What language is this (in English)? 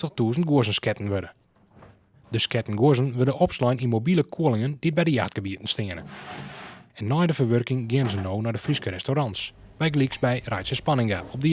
Western Frisian